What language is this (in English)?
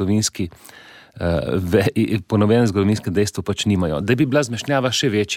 Slovenian